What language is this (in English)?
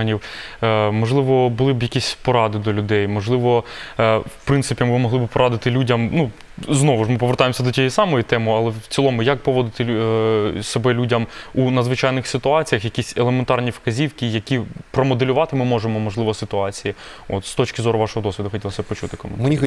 Ukrainian